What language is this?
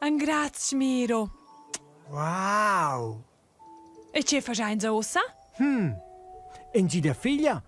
Romansh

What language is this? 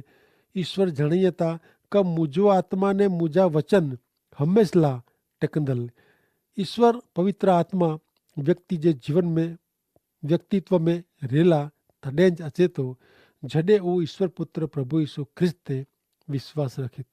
Kachhi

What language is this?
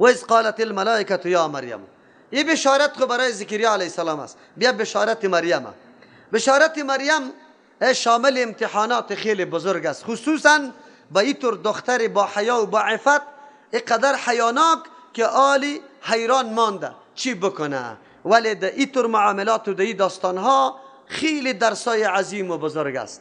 Persian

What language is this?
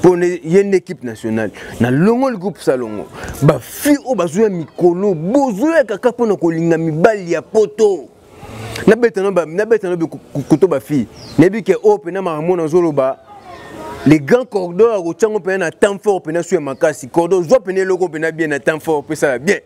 Lingala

